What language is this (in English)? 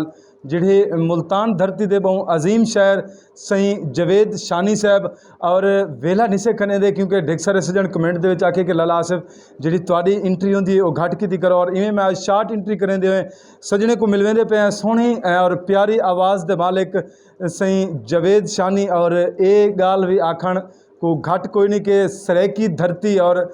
Saraiki